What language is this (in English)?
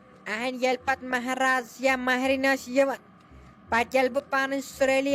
Kashmiri